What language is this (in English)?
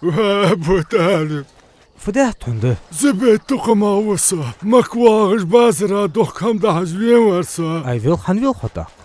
Ingush